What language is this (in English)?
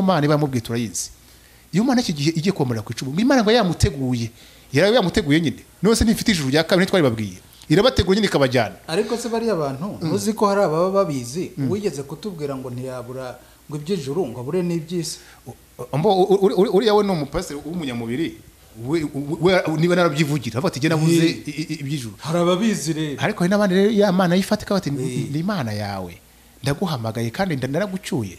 Kinyarwanda